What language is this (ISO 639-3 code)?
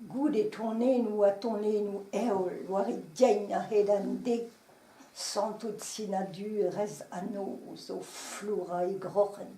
bre